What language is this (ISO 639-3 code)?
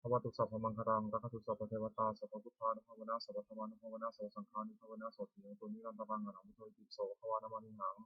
pli